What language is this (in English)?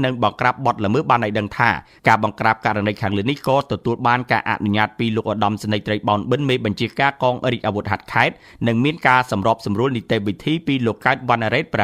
Khmer